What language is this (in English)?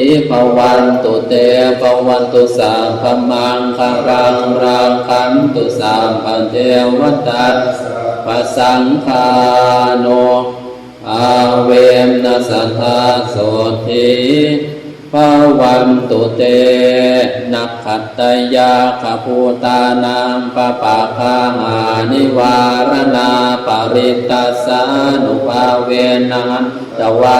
Pali